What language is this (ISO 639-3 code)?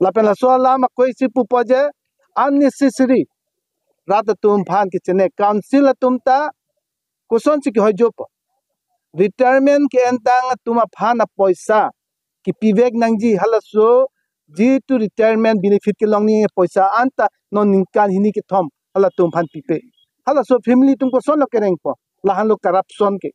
mjw